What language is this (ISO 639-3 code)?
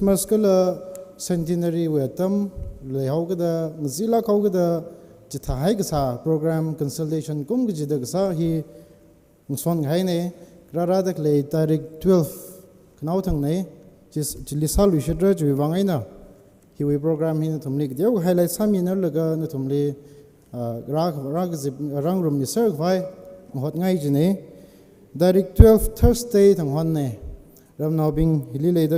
nmf